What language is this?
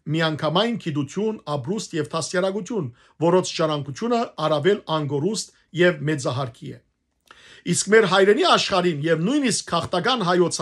Western Armenian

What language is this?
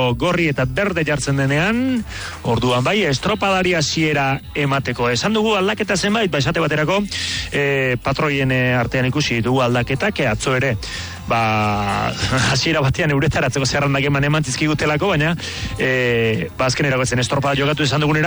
Basque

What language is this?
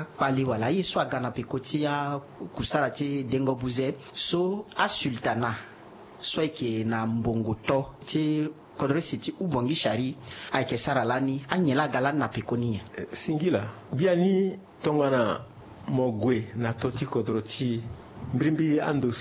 Sango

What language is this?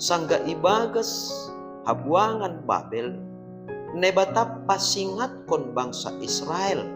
Batak Simalungun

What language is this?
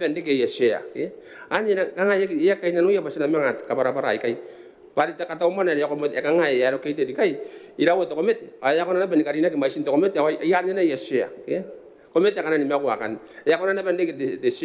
Gilbertese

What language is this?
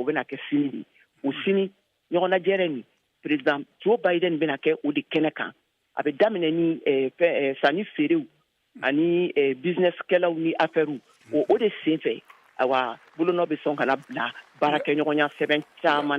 Bambara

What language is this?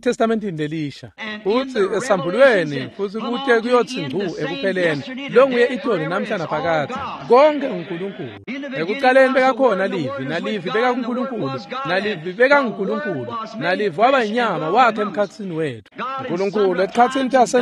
Swati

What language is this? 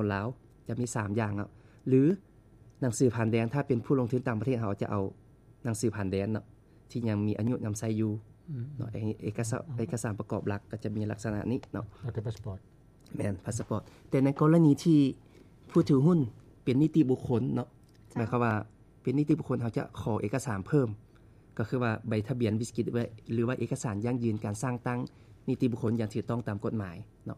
Lao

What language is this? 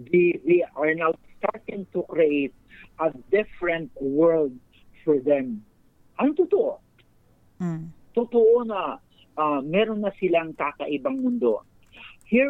Filipino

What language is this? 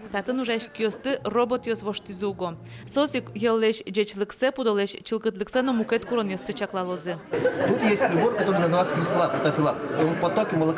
Udmurt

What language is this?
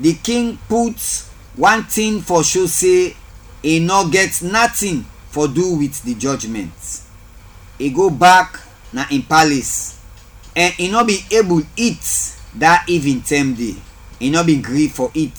Krio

